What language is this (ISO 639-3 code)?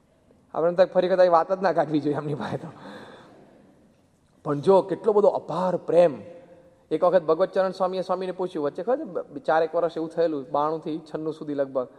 guj